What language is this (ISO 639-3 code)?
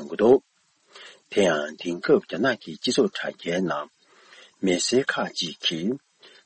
bod